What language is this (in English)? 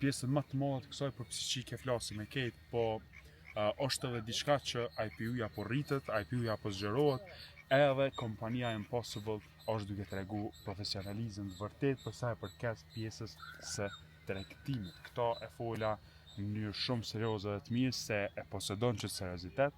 Albanian